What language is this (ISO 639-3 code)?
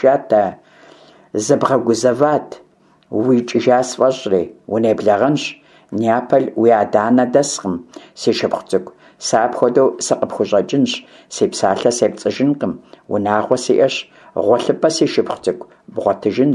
kbd